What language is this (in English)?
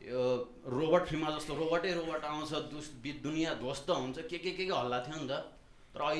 Nepali